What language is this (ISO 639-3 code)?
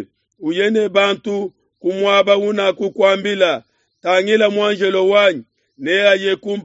lua